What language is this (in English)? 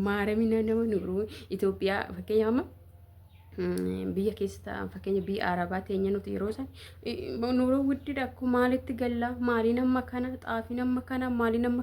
Oromo